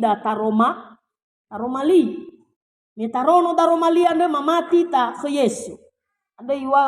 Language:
Nias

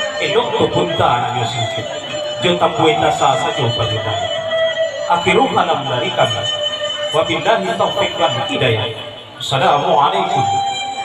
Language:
Minangkabau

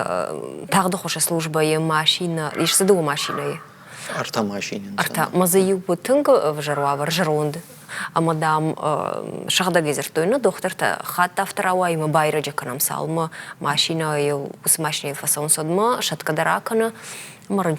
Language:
Ossetic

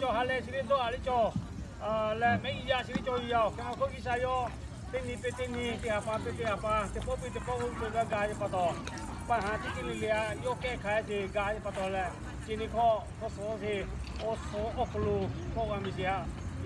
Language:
Lahu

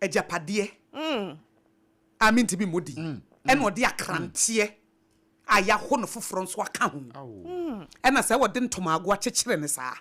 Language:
Akan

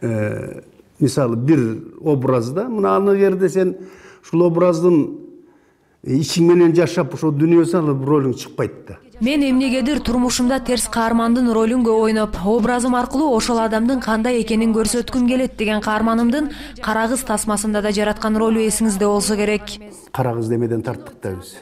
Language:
Kyrgyz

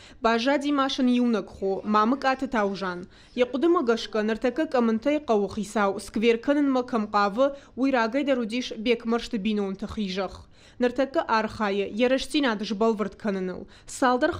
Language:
Ossetic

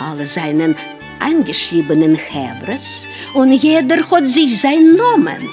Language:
Yiddish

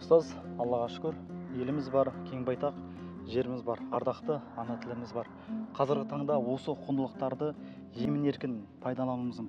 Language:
Kazakh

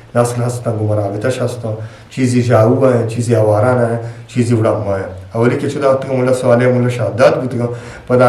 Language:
Eastern Balochi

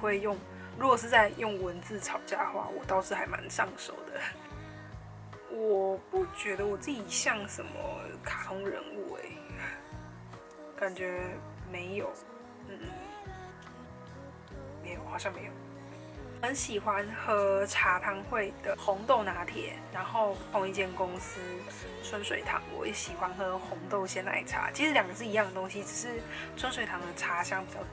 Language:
Chinese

